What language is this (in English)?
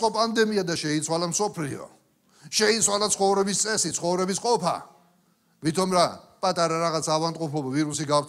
Georgian